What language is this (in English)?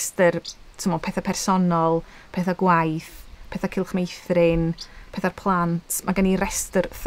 Welsh